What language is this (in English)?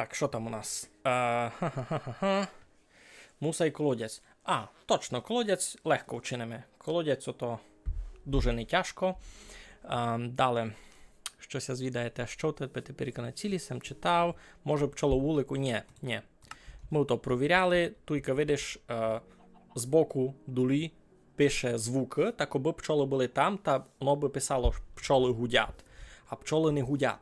Rusyn